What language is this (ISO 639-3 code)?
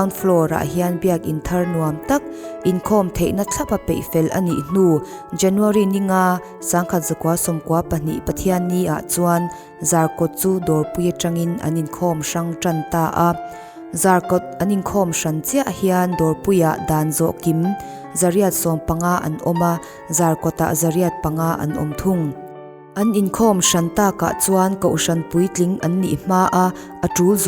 lus